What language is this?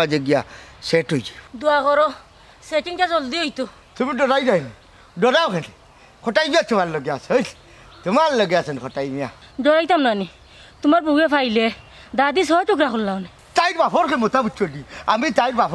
Sylheti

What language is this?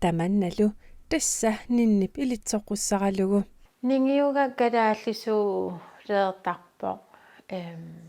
Kalaallisut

